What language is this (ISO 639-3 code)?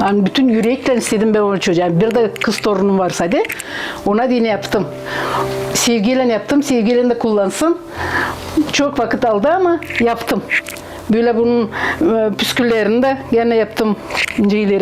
gag